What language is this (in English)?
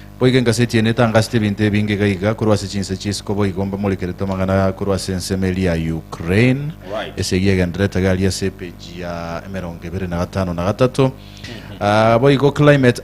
Gusii